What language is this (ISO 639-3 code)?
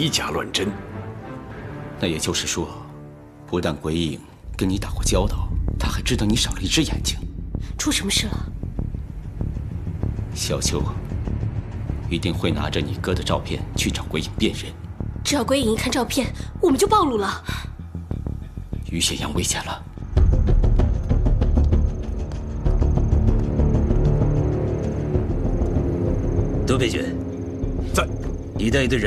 zho